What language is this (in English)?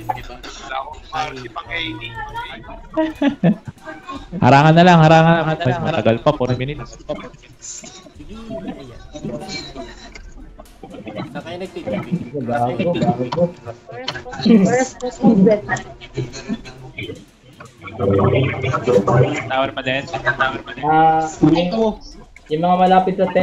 Filipino